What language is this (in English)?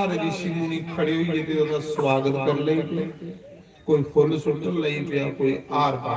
Dogri